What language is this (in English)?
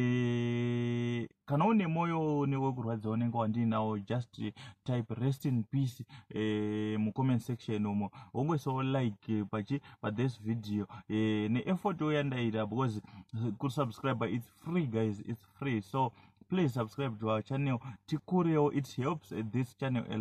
Shona